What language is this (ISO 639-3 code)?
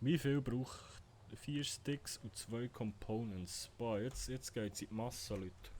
gsw